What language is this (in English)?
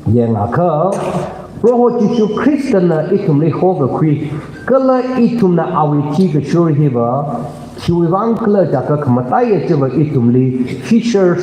Tangkhul Naga (India)